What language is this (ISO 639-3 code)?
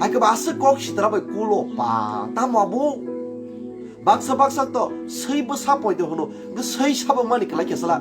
trp